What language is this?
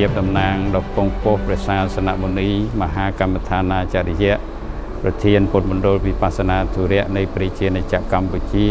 Khmer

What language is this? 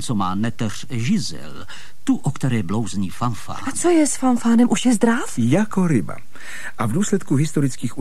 Czech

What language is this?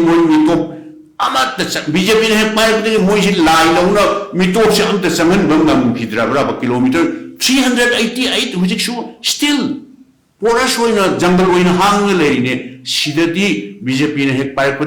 Manipuri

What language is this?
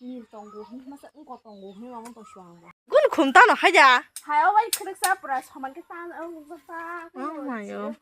Kok Borok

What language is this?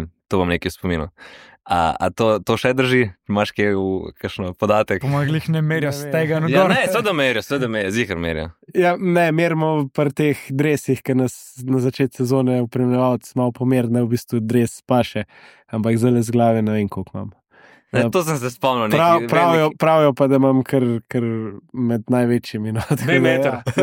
Slovenian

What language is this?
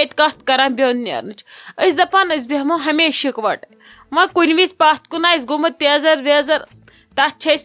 Kashmiri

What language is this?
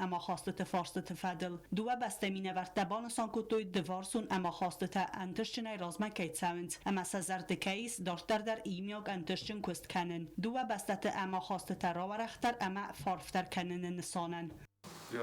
Ossetic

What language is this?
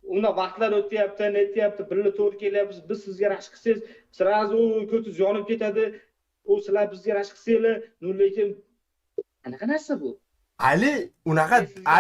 Uzbek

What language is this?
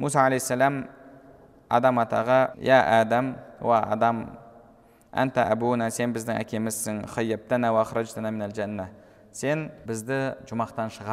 Kazakh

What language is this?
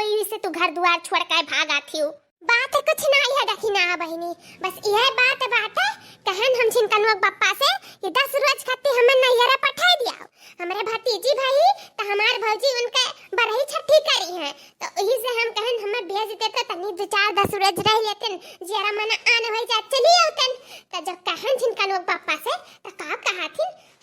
Awadhi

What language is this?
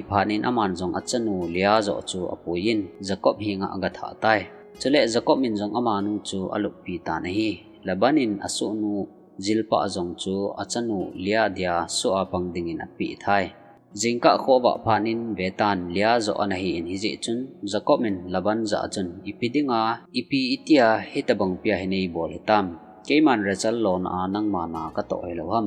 Thado Chin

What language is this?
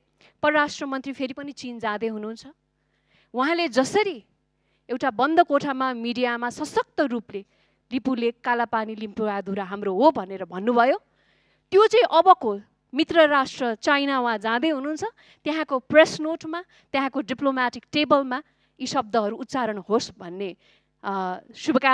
Nepali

